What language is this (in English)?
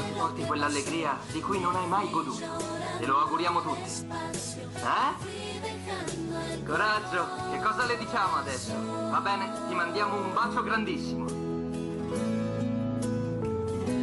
Italian